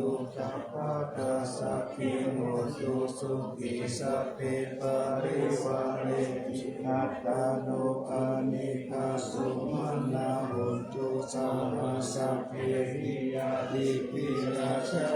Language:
Pali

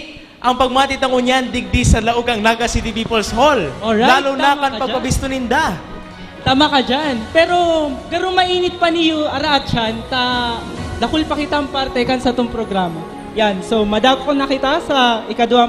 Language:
Bikol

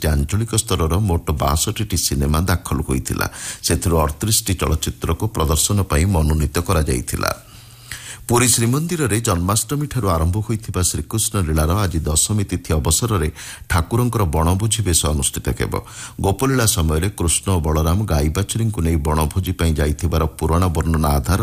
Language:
Odia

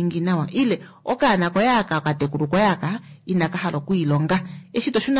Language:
Kuanyama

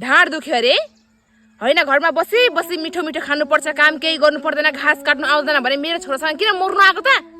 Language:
Nepali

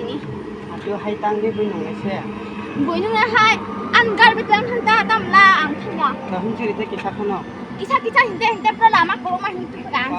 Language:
Kok Borok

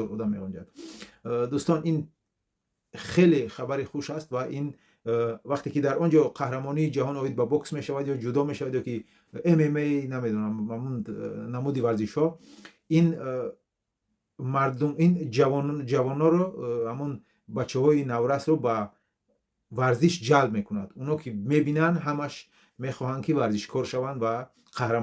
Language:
Tajik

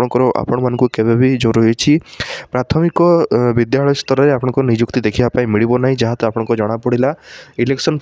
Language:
Odia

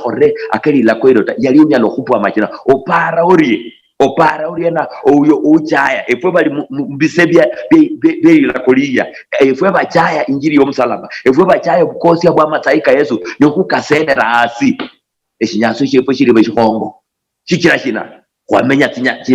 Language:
Luyia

